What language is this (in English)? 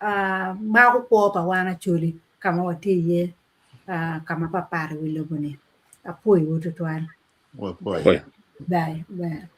Acoli